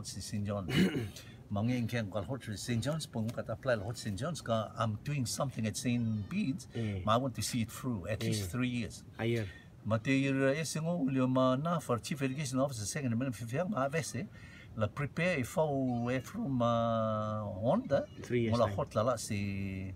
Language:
Rotuman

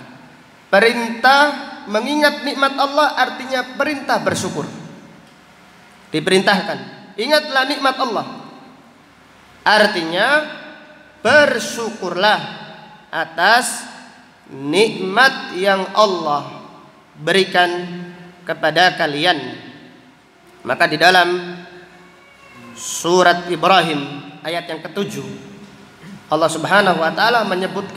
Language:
Indonesian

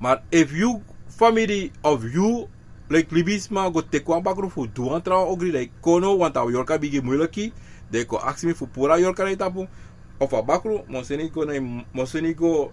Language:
Sranan Tongo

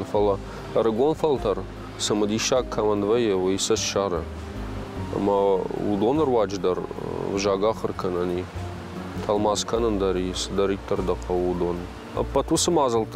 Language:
Ossetic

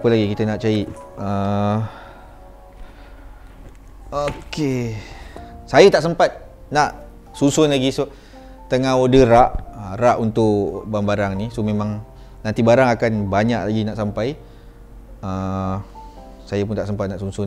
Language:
Malay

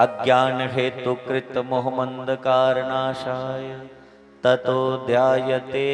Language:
Dogri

